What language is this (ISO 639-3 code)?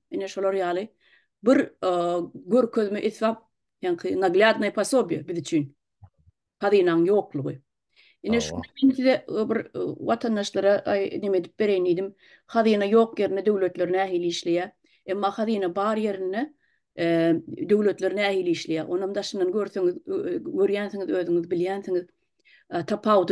tuk